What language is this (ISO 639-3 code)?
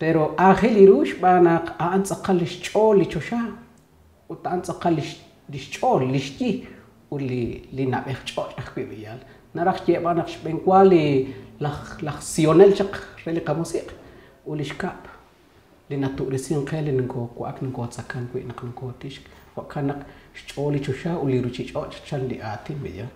kek